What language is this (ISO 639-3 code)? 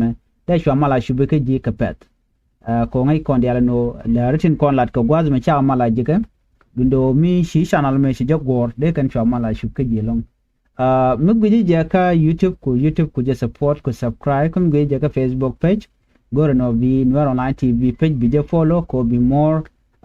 nus